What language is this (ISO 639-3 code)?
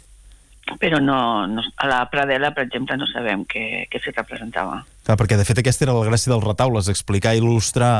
cat